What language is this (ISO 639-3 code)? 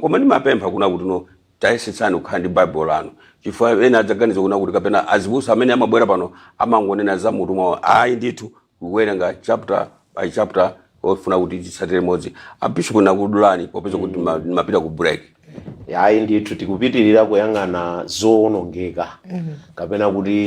nya